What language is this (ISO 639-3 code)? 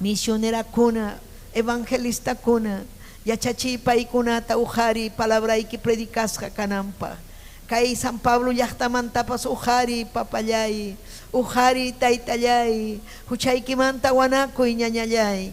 quy